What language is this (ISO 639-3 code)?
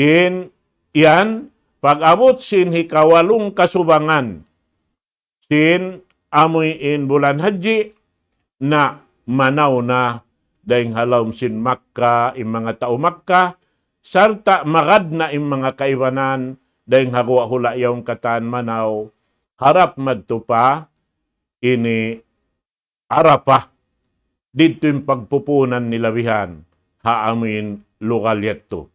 tsg